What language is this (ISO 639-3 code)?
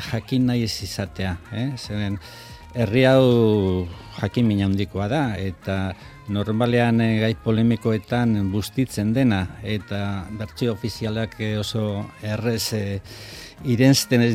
eus